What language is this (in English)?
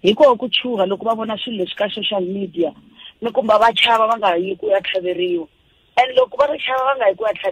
Tsonga